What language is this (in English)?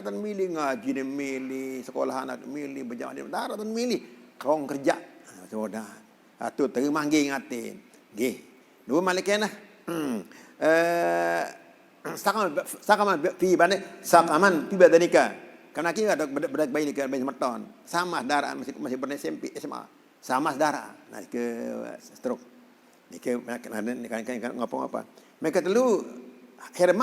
Sasak